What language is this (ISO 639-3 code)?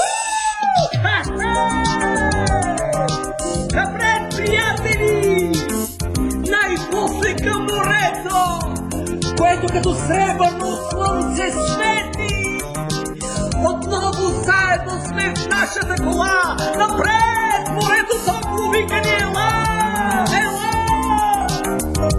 bul